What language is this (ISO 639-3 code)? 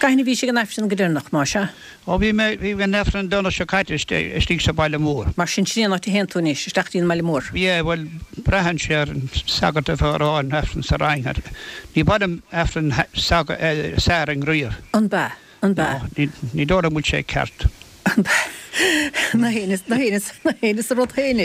gle